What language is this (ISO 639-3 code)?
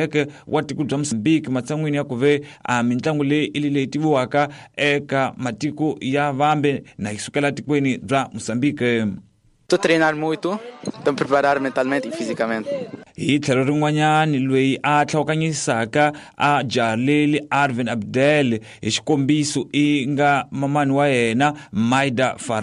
tso